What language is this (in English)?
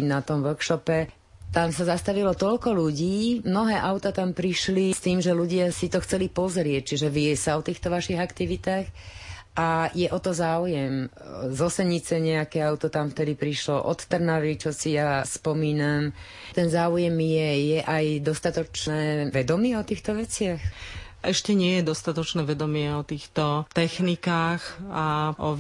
Slovak